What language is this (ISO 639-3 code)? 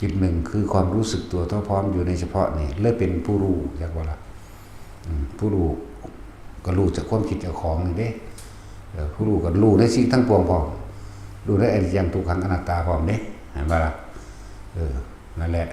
tts